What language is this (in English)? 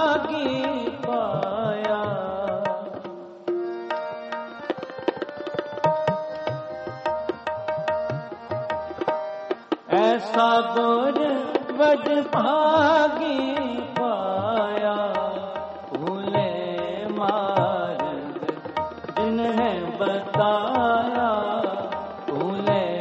Punjabi